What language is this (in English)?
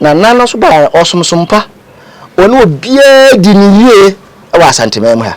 Akan